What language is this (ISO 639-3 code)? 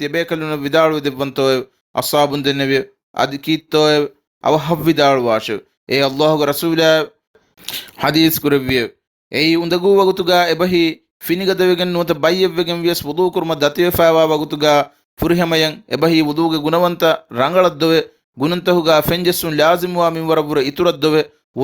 div